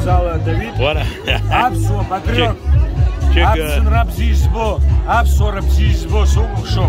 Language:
Abkhazian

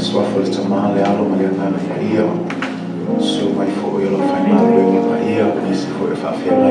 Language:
Samoan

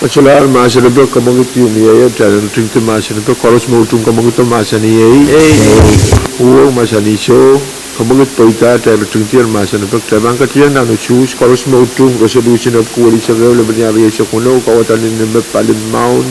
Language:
Pohnpeian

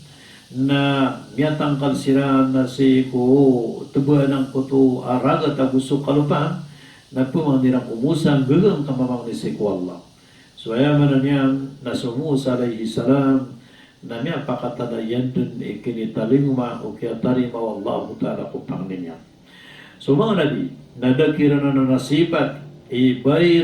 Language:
Maranao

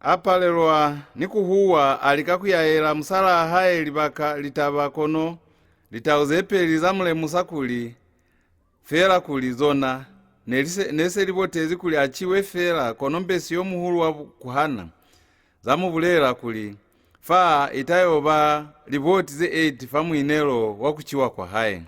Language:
Lozi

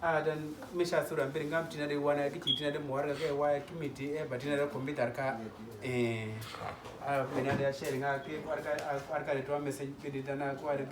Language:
Uduk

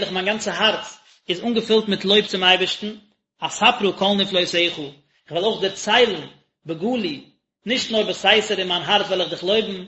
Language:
Yiddish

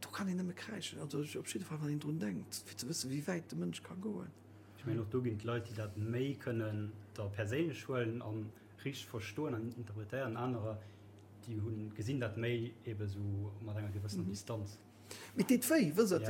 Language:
Luxembourgish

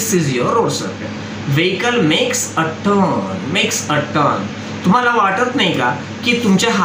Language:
Marathi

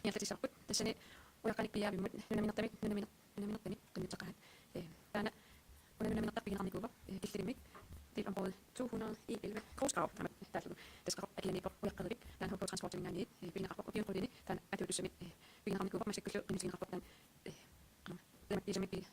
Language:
Kalaallisut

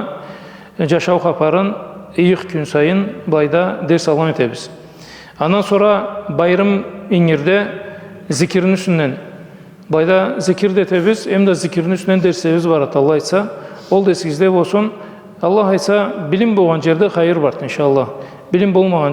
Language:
Karachay-Balkar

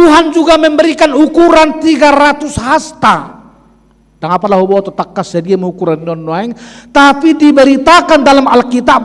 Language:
Batak Toba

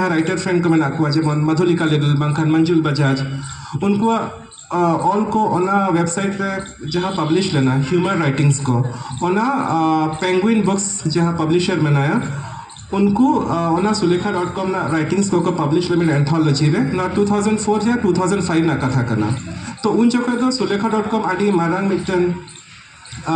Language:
Santali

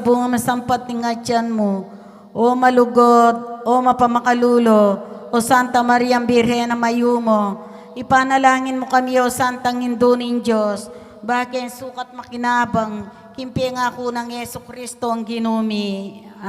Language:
Pampanga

